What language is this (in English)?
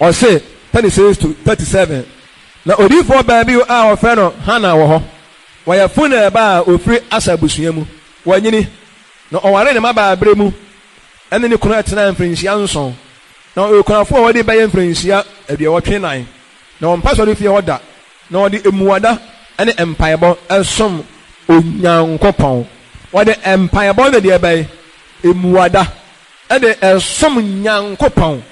Akan